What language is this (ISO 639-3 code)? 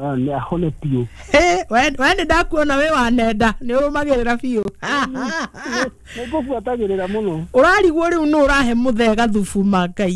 kik